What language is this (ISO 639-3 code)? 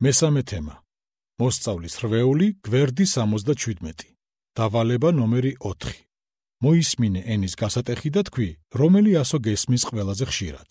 kat